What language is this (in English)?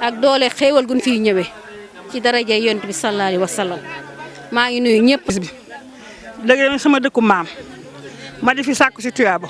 Wolof